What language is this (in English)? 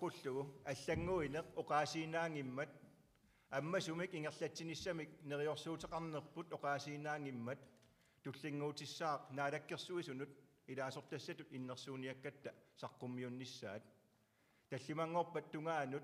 Kalaallisut